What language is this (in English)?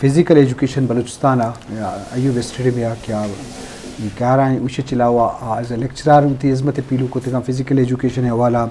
Eastern Balochi